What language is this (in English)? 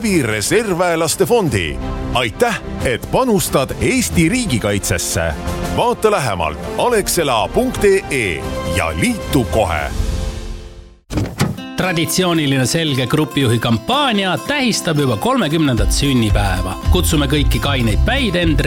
Estonian